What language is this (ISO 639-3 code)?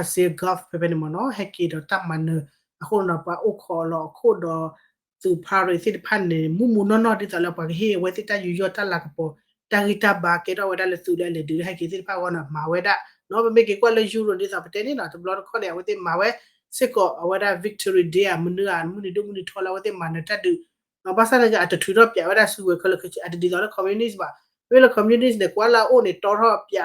ksw